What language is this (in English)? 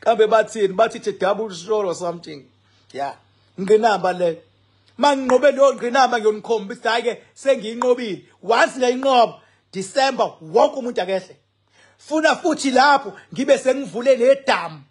Zulu